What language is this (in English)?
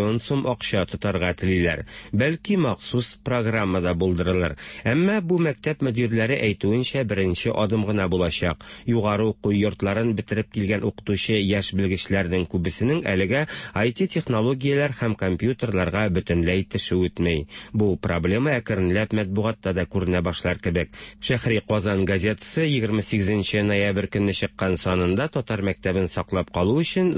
Tatar